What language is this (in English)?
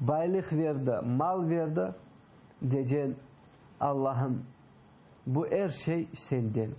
Crimean Tatar